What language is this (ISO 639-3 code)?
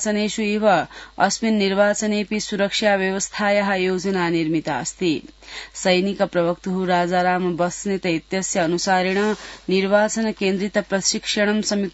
san